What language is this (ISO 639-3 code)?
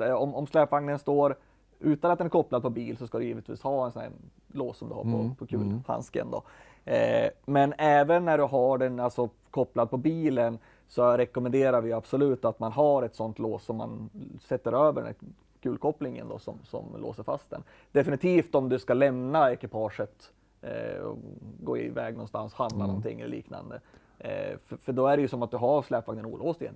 swe